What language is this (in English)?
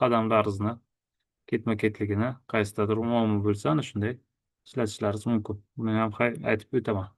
Uzbek